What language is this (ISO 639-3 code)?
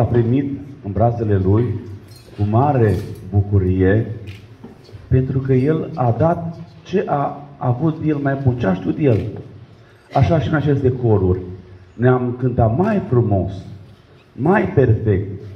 ron